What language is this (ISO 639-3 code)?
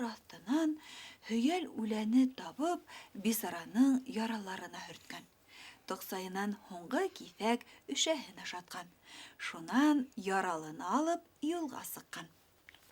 bak